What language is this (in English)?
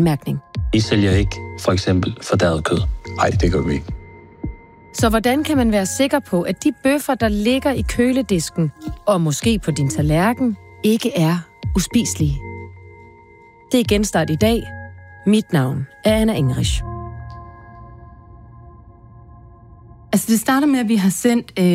Danish